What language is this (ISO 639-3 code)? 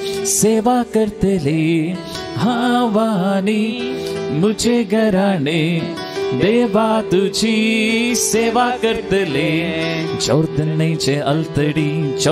kok